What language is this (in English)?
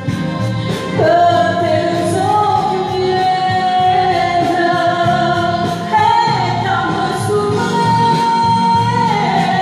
Italian